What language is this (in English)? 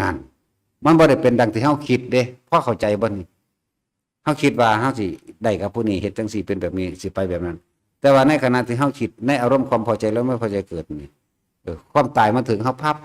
Northeastern Thai